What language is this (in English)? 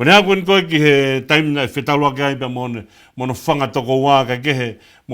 Tongan